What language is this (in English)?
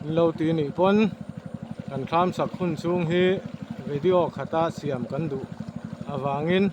Mizo